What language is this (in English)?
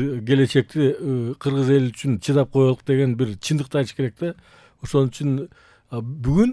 Kyrgyz